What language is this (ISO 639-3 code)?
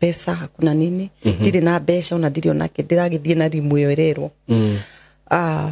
kik